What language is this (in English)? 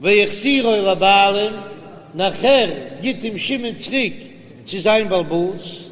Yiddish